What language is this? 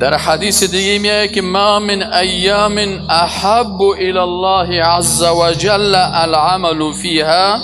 Persian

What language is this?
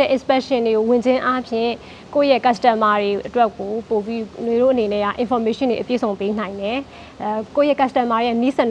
Burmese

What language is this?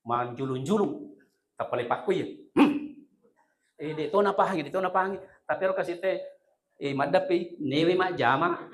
Buginese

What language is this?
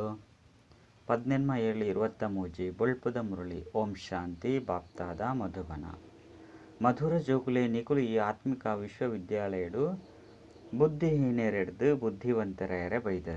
Tulu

